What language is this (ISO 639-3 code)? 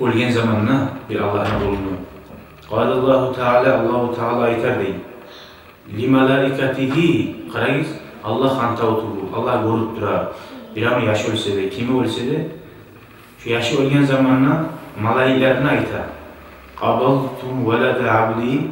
kum